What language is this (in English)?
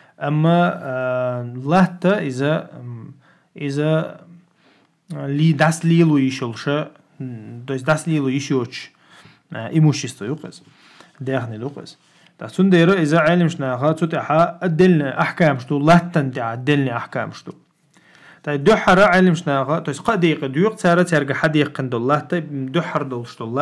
Chechen